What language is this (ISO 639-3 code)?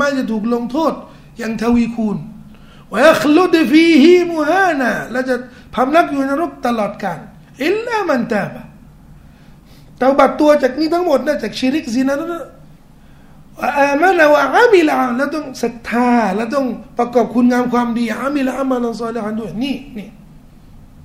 tha